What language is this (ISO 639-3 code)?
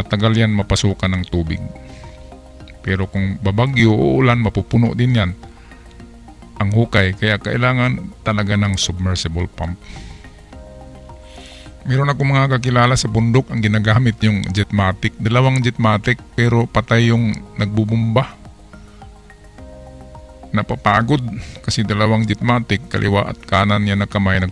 fil